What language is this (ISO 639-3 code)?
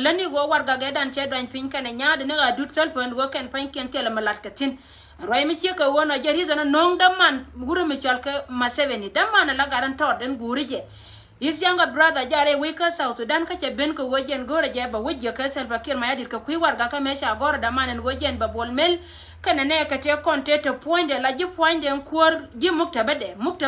nus